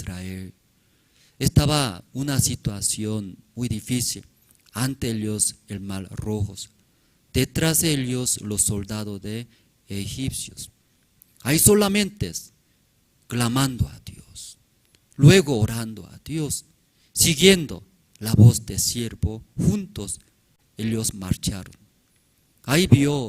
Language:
Aymara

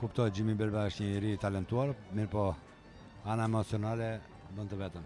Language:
Albanian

